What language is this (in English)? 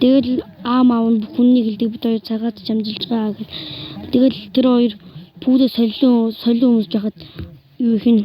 Mongolian